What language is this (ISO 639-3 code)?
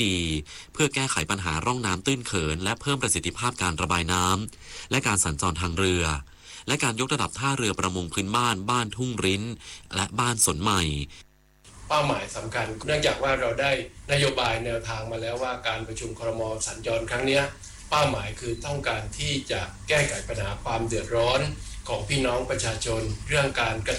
tha